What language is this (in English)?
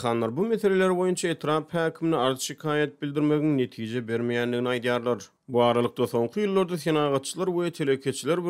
Turkmen